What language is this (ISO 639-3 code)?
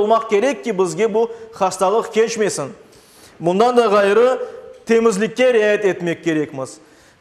crh